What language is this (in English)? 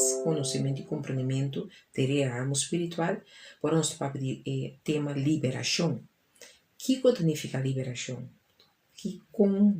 Papiamento